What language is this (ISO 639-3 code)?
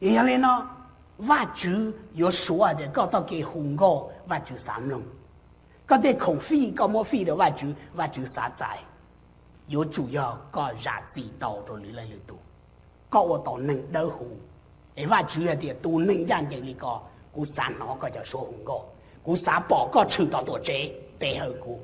hmn